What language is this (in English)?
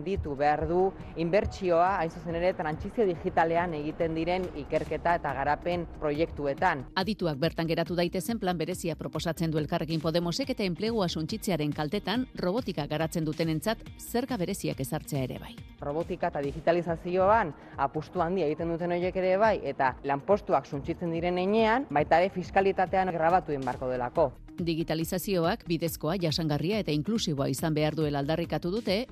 Basque